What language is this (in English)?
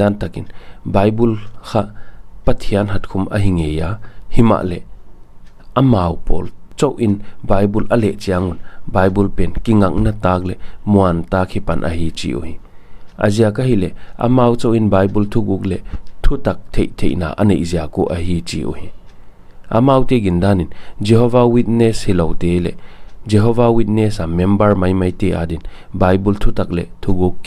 Paite Chin